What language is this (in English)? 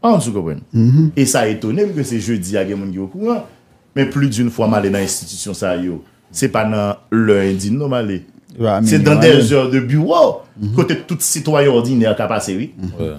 Haitian Creole